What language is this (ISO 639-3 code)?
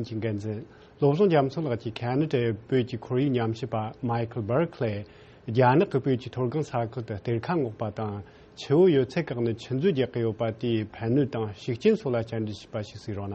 bod